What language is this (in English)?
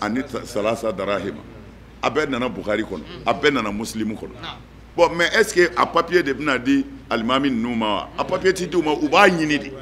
Bambara